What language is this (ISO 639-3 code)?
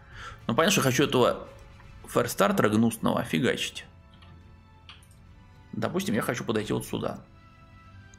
rus